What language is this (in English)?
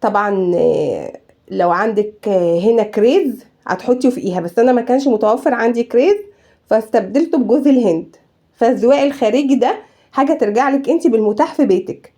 Egyptian Arabic